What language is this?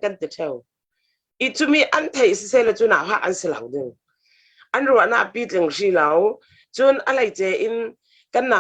Falam Chin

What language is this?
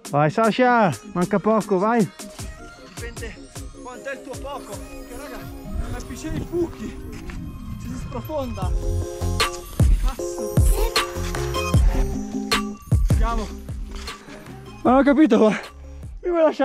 Italian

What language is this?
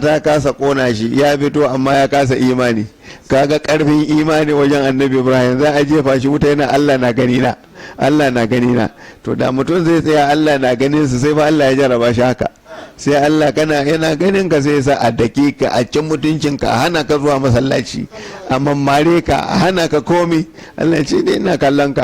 Hausa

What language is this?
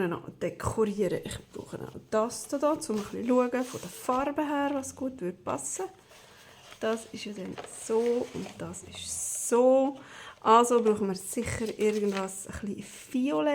Swiss German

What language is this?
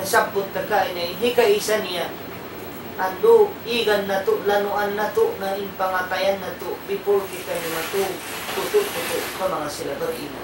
Tausug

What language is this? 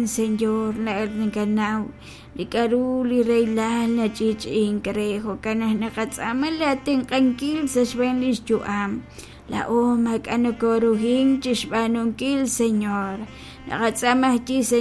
Kekchí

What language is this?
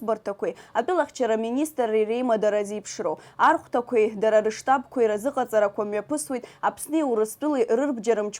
Abkhazian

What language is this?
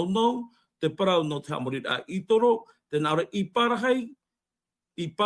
Tahitian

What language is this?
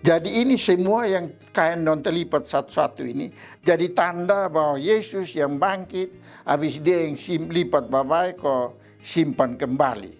Kupang Malay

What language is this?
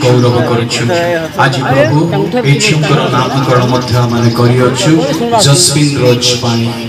Odia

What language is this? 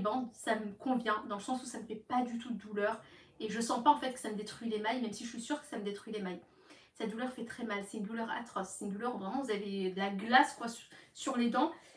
French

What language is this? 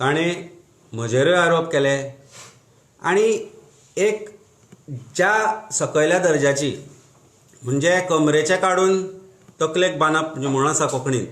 Konkani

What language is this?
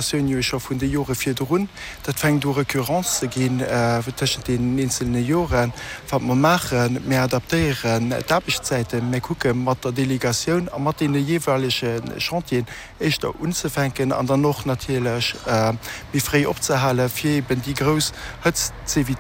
Luxembourgish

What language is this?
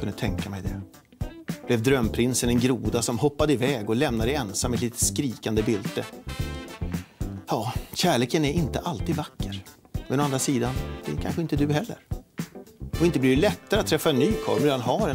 Swedish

